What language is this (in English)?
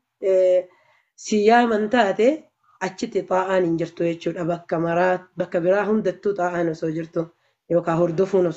Oromo